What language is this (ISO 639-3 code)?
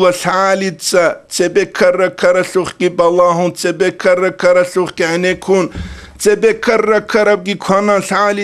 ava